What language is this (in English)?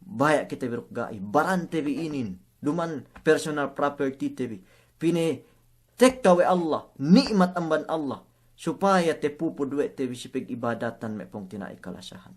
Yakan